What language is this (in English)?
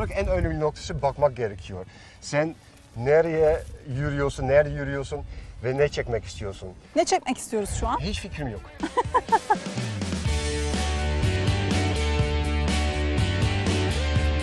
Turkish